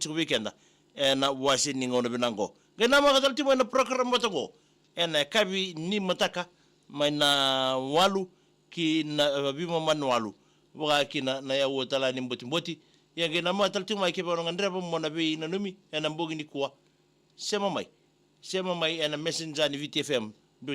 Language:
Fijian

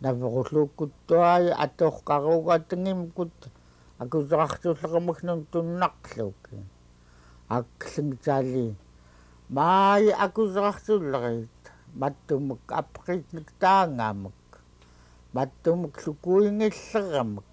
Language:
Central Yupik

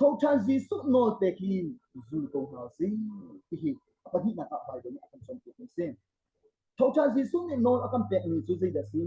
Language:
Hakha Chin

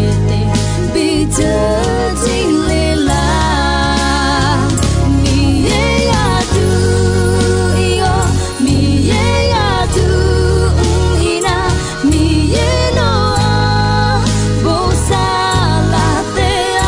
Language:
Akha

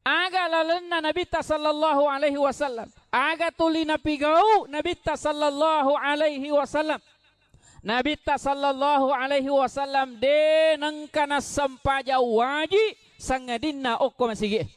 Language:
Buginese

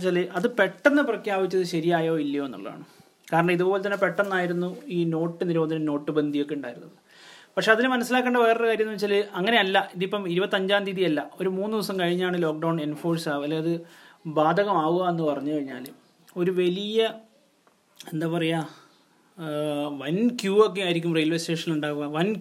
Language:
Malayalam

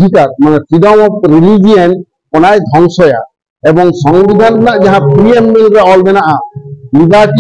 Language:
Santali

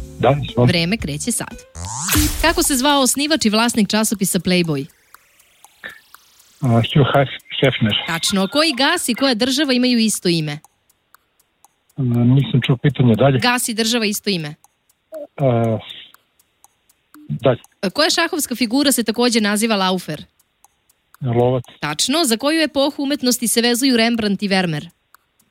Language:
Serbian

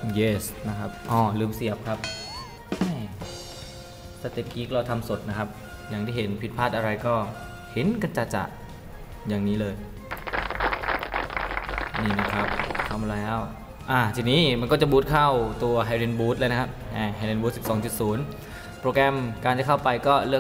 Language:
Thai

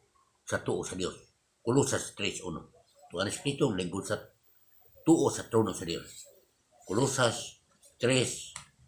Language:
Cebuano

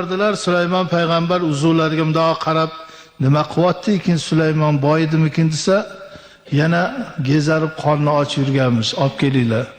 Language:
Uzbek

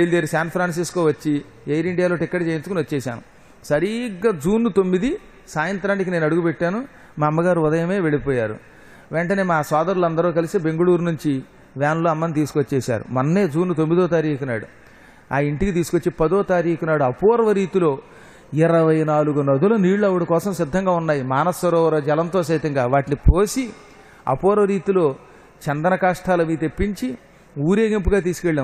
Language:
Telugu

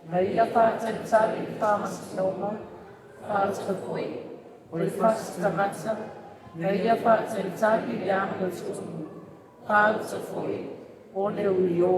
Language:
Samoan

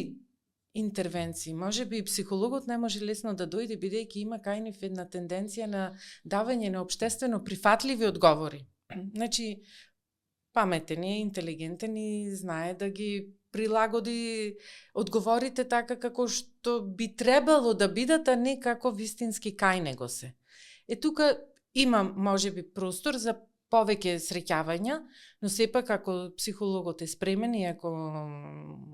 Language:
Macedonian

